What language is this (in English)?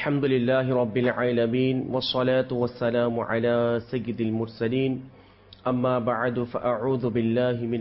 Bangla